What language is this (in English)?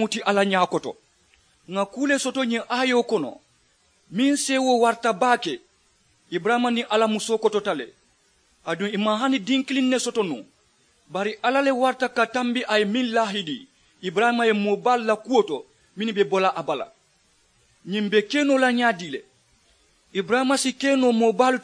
Mandingo